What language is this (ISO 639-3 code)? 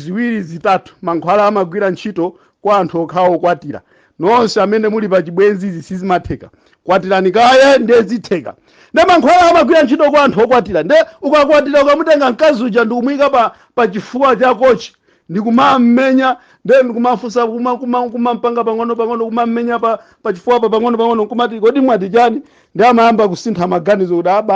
nya